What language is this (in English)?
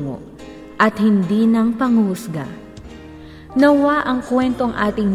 Filipino